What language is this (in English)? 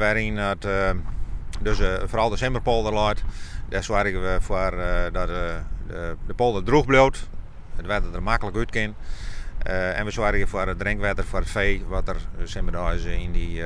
Western Frisian